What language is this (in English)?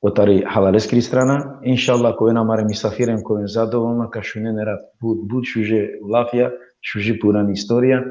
Balkan Romani